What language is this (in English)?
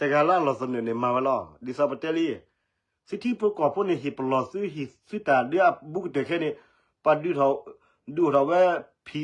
S'gaw Karen